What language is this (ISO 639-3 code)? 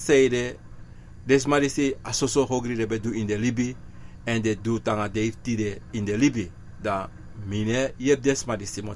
srn